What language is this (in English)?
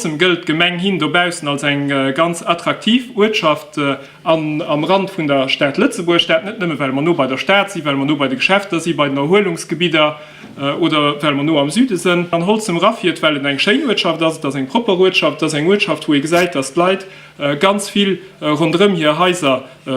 Luxembourgish